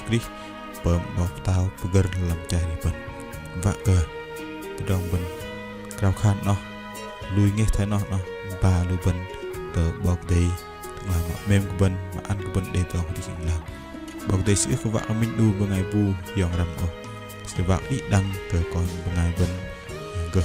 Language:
Bahnar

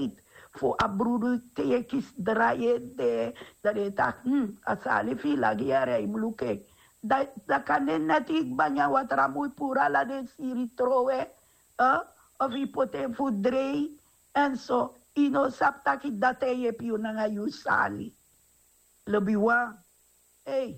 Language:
Sranan Tongo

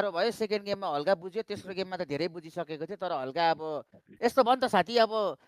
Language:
Nepali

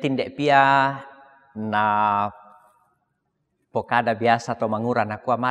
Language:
Toraja-Sa'dan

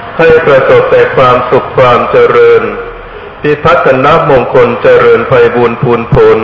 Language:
Thai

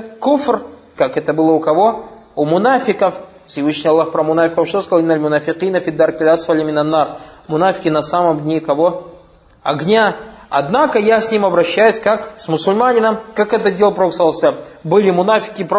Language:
Russian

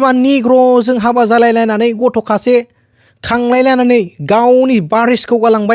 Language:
Bodo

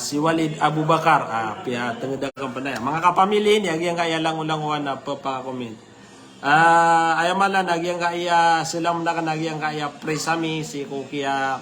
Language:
Maranao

